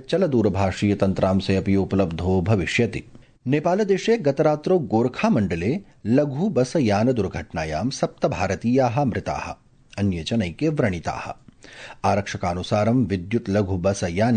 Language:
Sanskrit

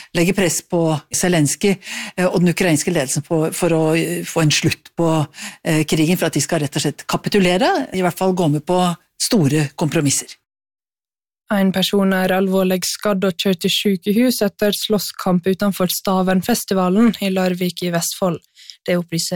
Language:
Norwegian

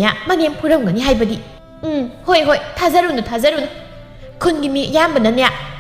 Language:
Manipuri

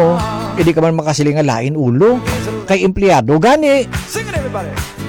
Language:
Hiligaynon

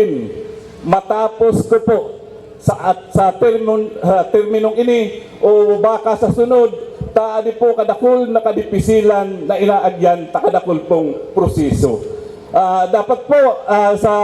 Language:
Bikol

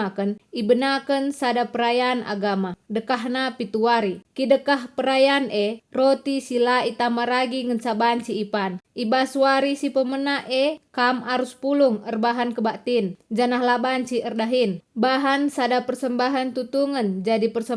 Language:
Batak Karo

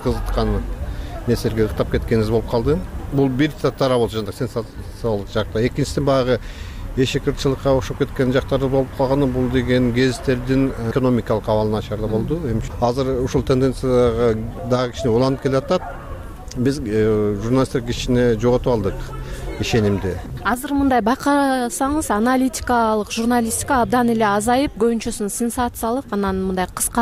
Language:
Kyrgyz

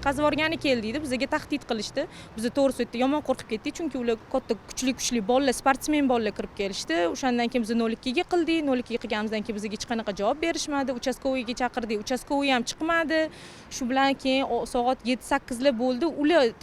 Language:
Uzbek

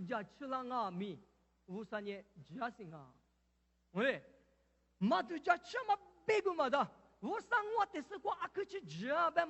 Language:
Lisu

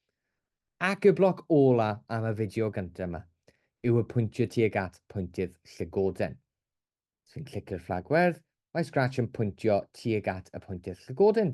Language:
Welsh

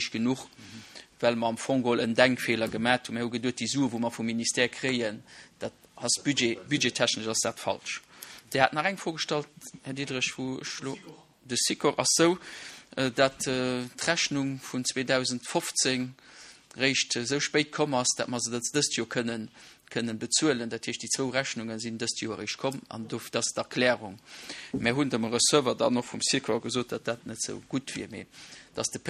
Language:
Luxembourgish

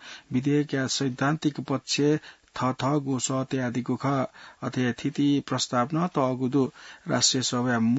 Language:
Newari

